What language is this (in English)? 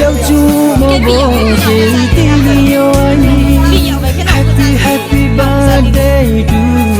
Riang (India)